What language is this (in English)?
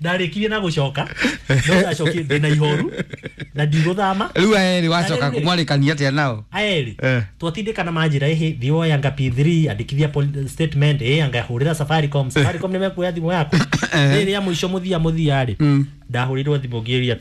Kikuyu